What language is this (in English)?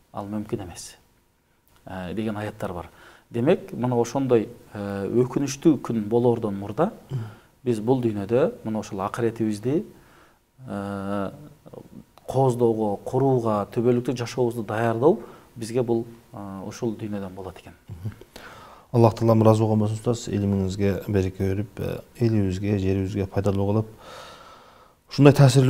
Kyrgyz